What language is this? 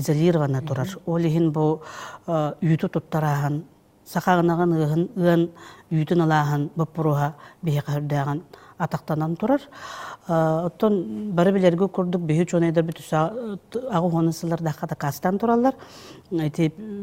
Yakut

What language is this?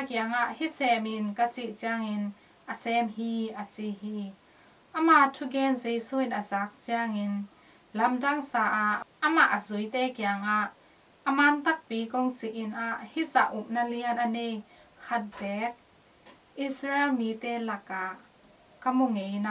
Tedim Chin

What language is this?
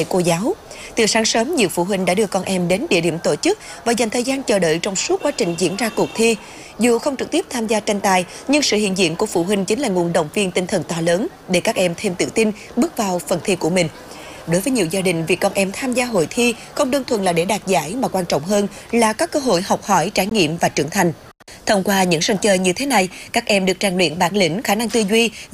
Vietnamese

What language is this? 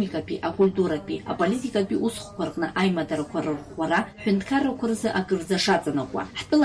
Abkhazian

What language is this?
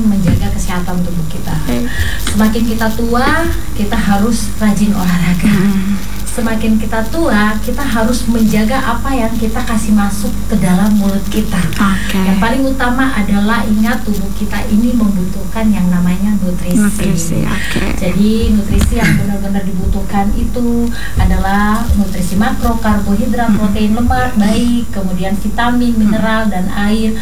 Indonesian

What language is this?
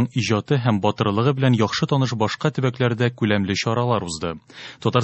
Tatar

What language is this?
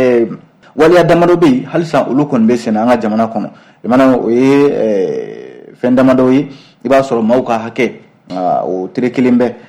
Bambara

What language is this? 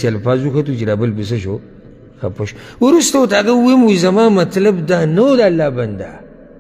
Pashto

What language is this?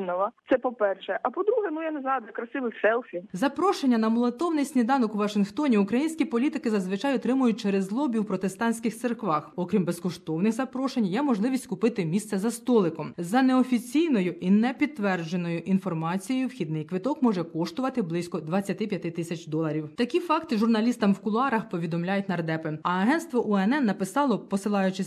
Ukrainian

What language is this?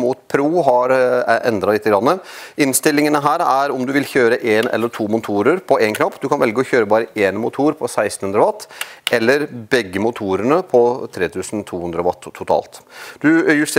Norwegian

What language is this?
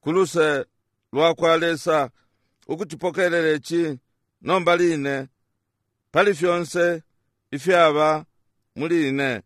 Bemba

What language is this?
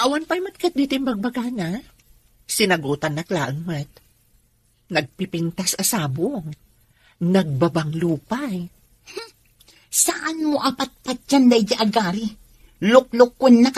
Iloko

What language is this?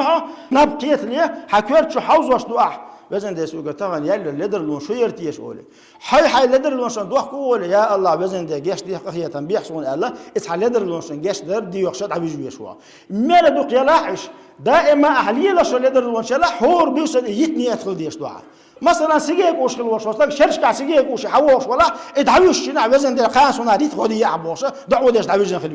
Chechen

